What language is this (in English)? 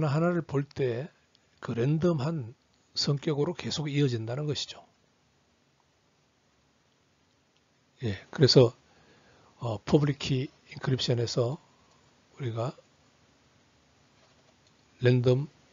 Korean